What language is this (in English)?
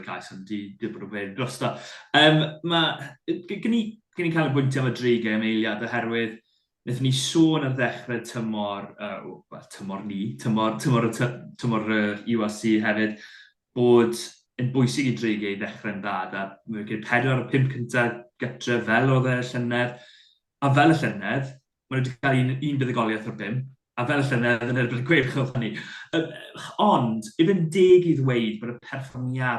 Welsh